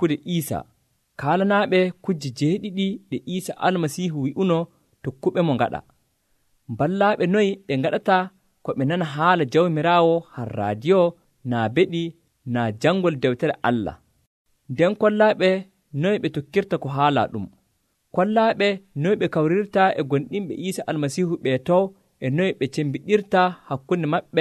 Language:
Nigerian Fulfulde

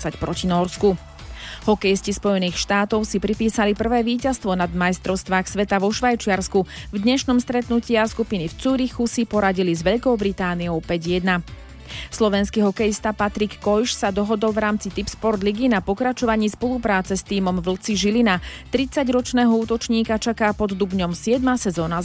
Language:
Slovak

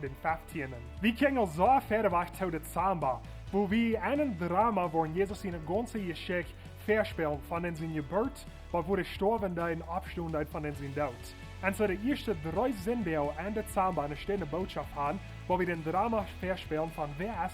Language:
Plautdietsch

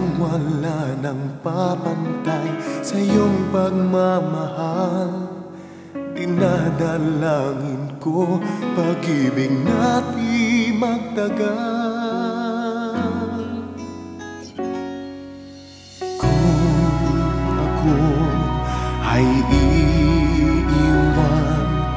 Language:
Filipino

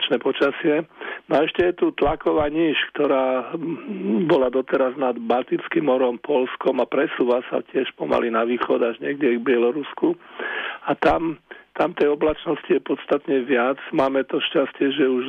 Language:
Slovak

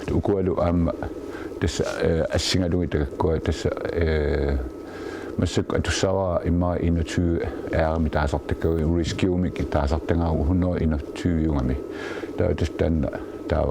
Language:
Kalaallisut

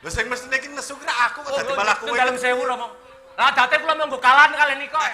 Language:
Javanese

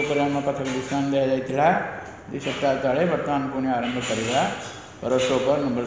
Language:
Odia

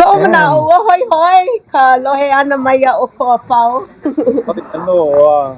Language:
Hawaiian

